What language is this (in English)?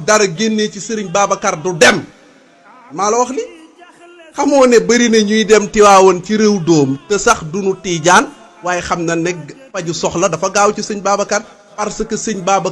Wolof